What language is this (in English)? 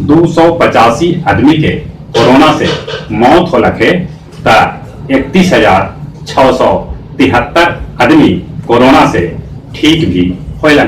Magahi